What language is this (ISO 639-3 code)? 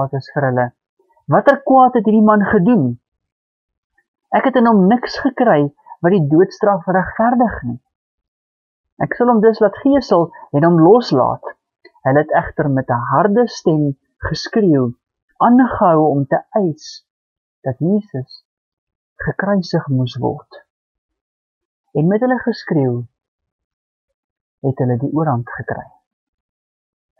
afr